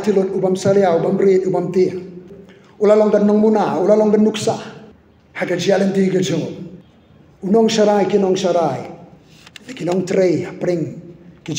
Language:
Khasi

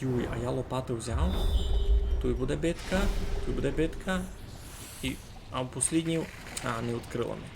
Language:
Rusyn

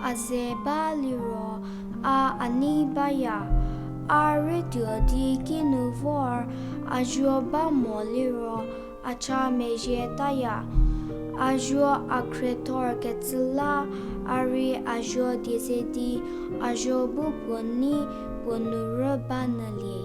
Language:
Angami Naga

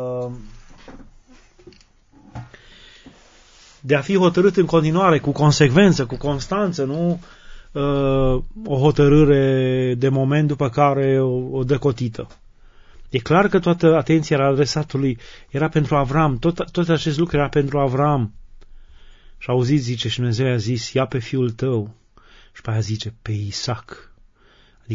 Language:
Romanian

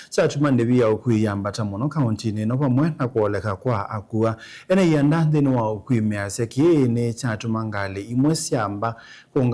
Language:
Kamba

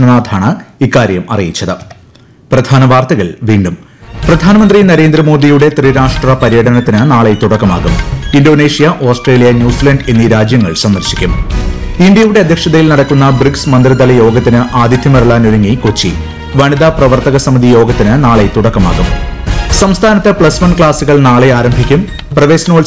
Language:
Malayalam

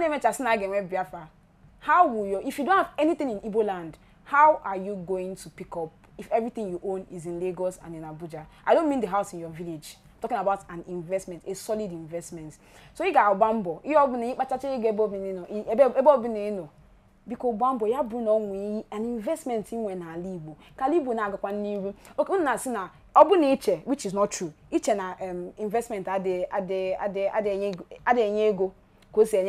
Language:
Igbo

